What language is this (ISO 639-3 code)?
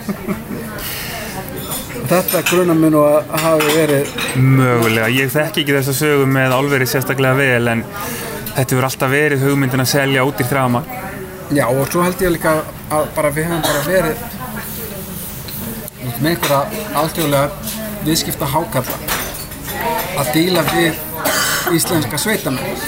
isl